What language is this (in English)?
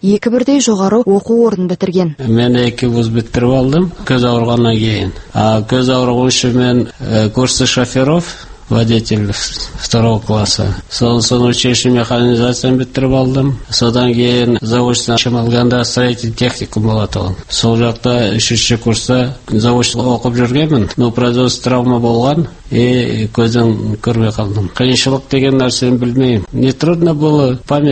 Kazakh